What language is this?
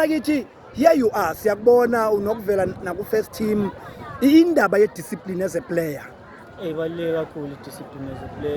Zulu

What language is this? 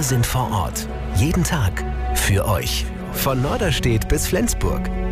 German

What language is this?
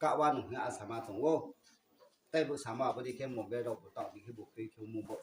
Riang (India)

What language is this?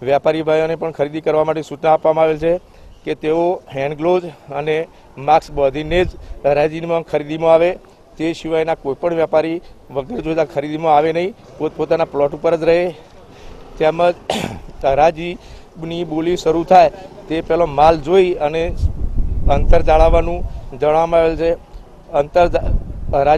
Gujarati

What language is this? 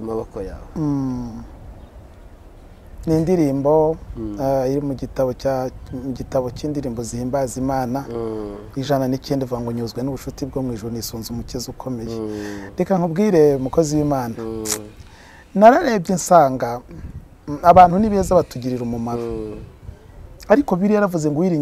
Kinyarwanda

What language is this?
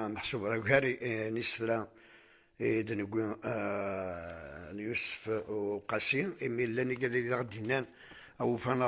Kabyle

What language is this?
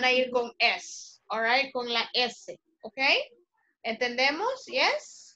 Spanish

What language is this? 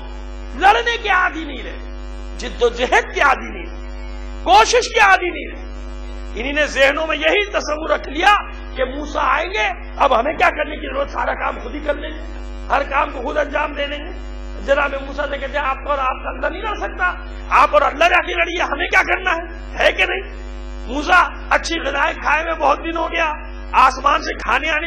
Urdu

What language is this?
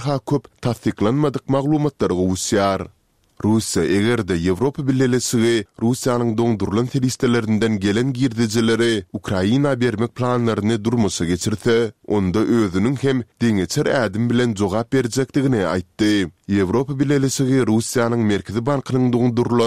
Turkmen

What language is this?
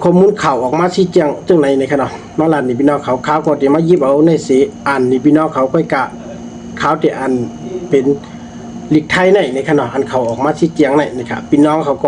Shan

